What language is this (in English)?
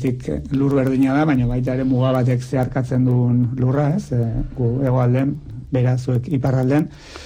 Basque